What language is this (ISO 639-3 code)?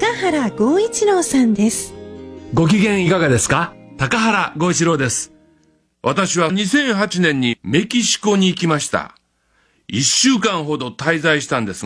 jpn